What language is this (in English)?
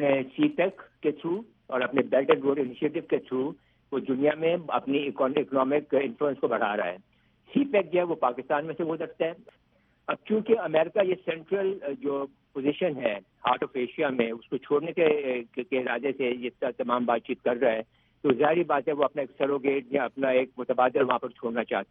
Urdu